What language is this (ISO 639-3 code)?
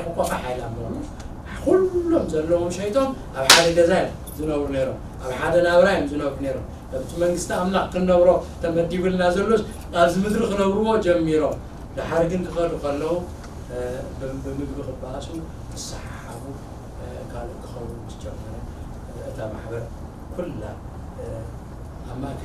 tir